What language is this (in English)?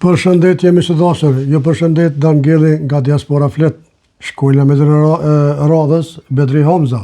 Albanian